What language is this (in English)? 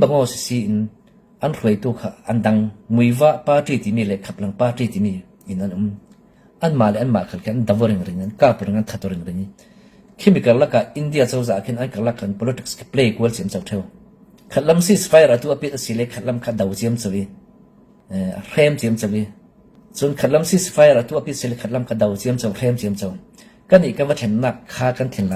Falam Chin